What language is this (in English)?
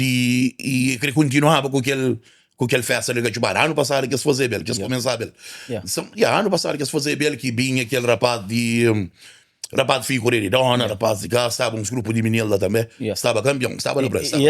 Kabuverdianu